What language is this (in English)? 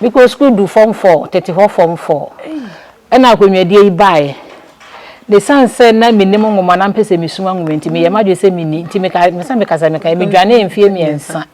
Akan